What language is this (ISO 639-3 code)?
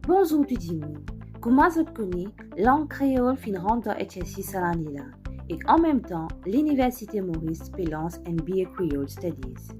mfe